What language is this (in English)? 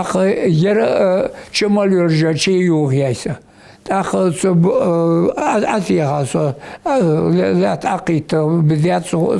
Ingush